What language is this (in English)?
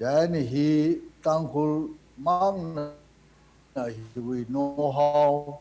Tangkhul Naga (India)